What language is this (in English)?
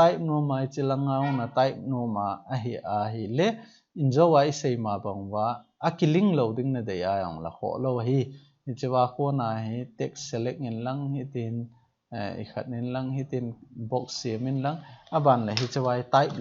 Thado Chin